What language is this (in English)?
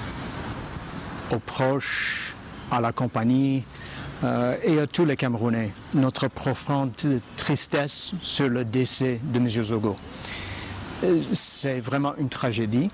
French